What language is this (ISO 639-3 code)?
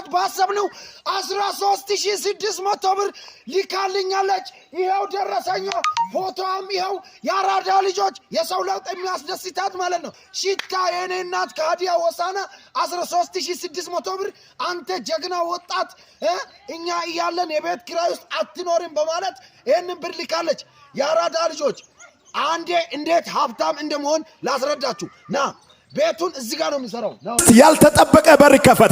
amh